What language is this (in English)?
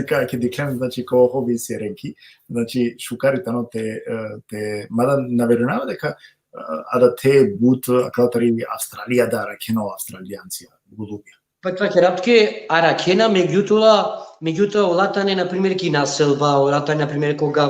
Balkan Romani